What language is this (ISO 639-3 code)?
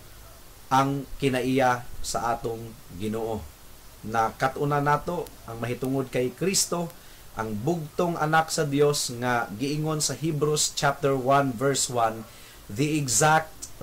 ceb